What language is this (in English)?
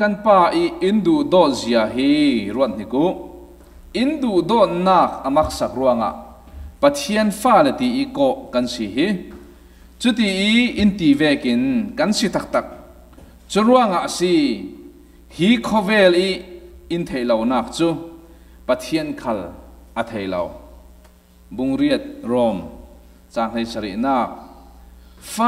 Falam Chin